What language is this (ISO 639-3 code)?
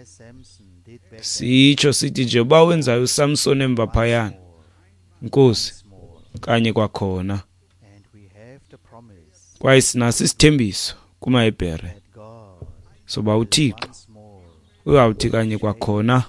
xho